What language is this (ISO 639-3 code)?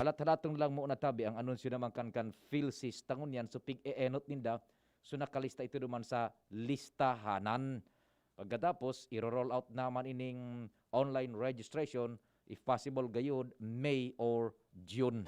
bik